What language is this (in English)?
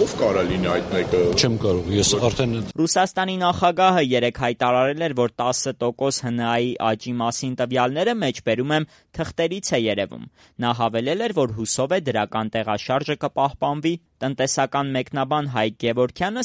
Armenian